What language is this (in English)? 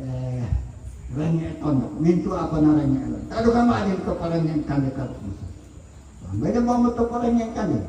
Toraja-Sa'dan